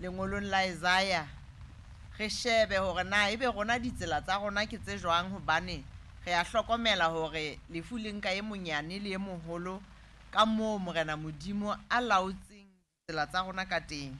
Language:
Southern Sotho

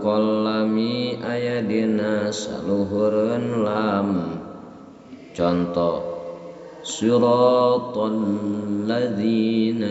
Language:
Sundanese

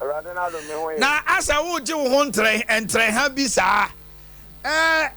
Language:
Akan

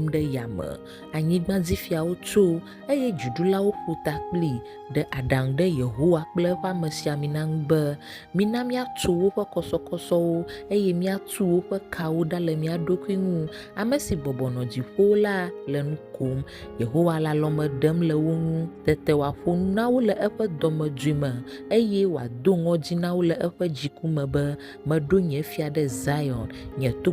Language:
Ewe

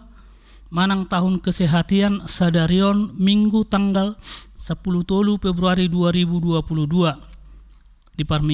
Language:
Batak Toba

